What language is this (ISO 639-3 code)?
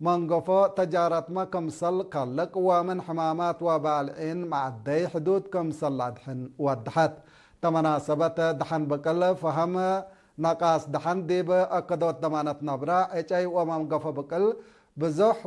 tig